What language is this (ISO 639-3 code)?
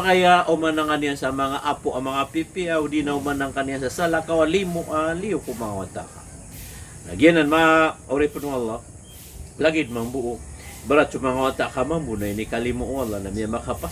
mrw